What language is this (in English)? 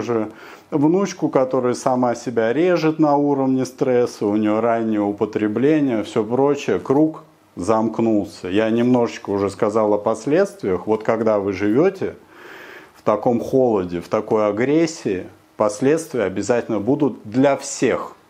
Russian